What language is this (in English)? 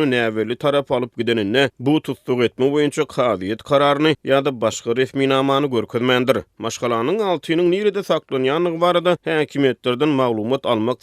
Turkmen